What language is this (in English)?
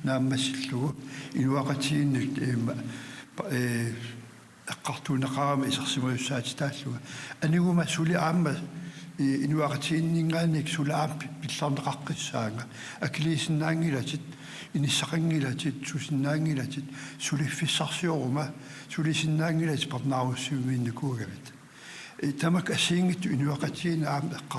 Kalaallisut